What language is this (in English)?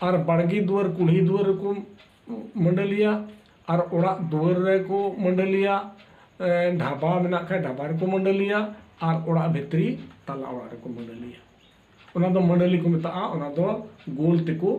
Santali